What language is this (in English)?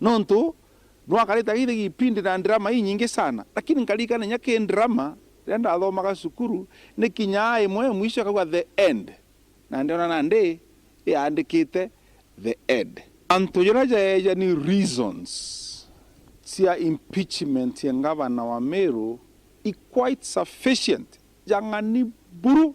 Meru